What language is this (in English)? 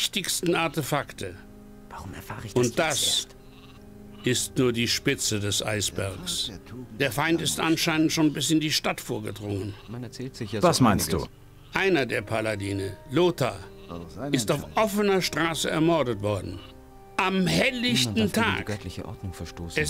Bavarian